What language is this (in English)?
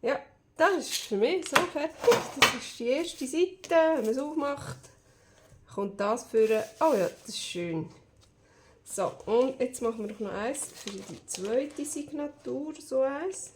Swiss German